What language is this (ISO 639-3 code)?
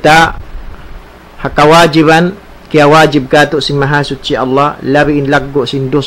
tsg